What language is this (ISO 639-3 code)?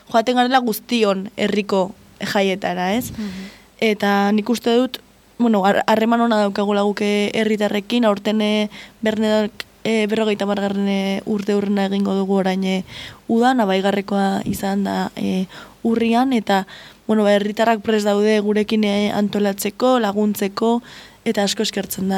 eus